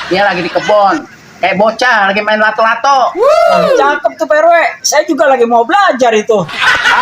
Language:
Betawi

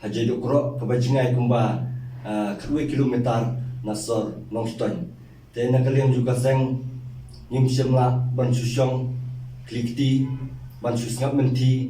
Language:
Khasi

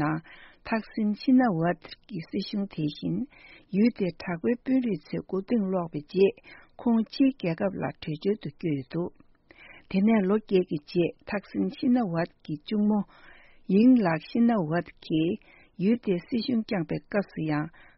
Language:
Tibetan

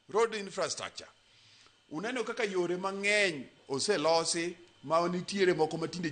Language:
Luo (Kenya and Tanzania)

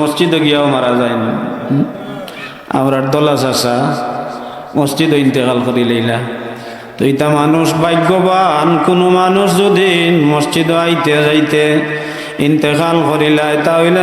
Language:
Sylheti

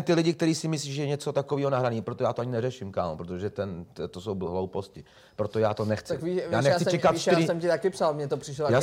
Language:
Czech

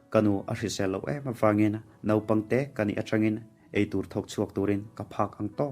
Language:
Mizo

